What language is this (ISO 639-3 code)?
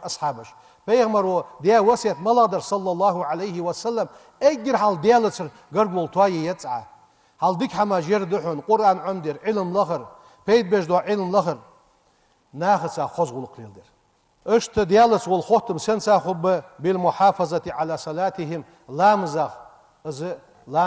inh